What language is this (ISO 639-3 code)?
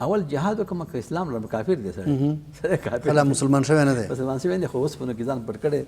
pus